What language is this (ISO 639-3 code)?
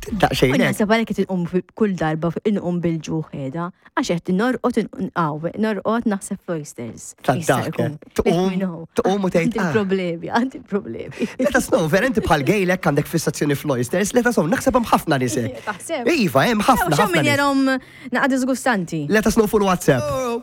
mlt